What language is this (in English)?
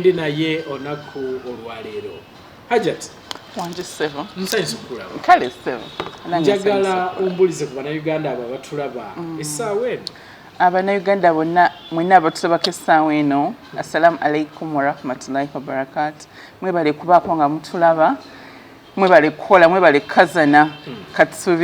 Ganda